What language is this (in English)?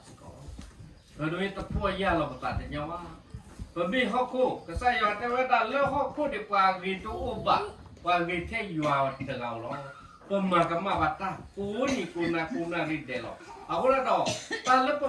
S'gaw Karen